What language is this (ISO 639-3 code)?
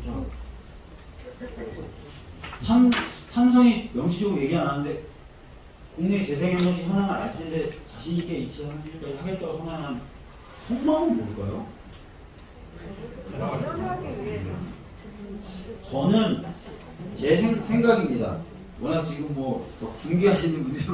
kor